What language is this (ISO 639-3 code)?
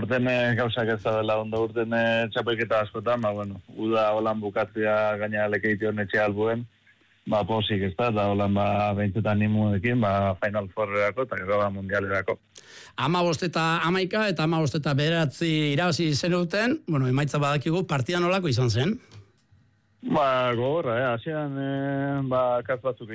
eus